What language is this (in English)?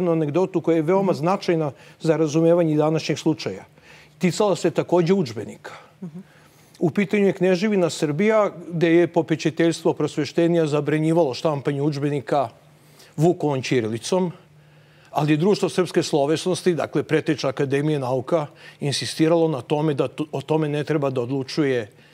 Serbian